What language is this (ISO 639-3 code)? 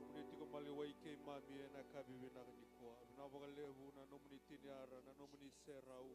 fij